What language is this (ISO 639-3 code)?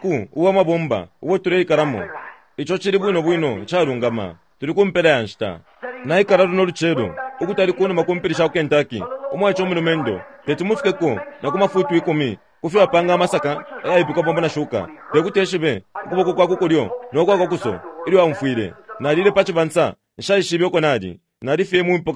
bem